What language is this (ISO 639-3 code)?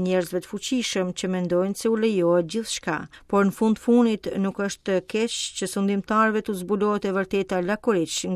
sqi